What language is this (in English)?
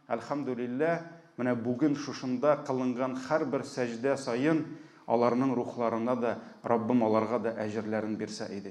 Tatar